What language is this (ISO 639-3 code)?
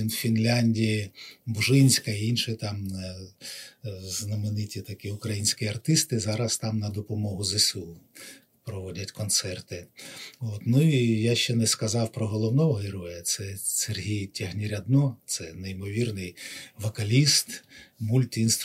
ukr